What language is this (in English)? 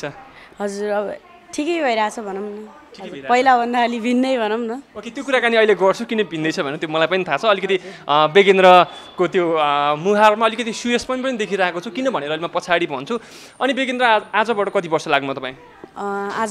Nepali